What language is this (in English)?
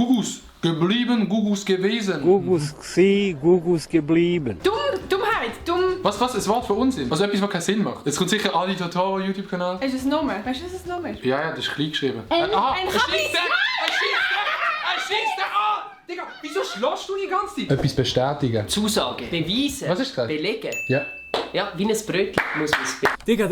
Swiss German